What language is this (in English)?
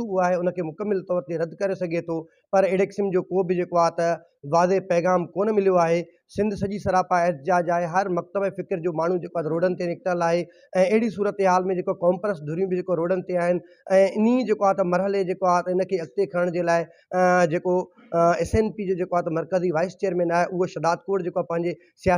Sindhi